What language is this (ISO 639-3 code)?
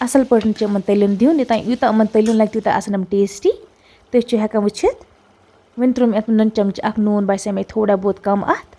kas